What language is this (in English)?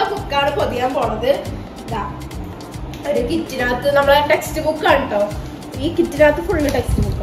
Malayalam